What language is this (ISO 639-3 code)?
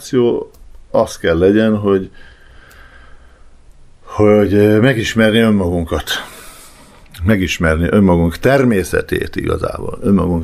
hun